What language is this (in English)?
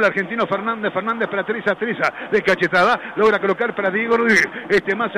Spanish